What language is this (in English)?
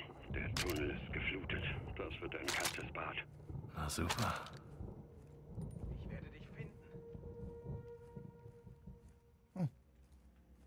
German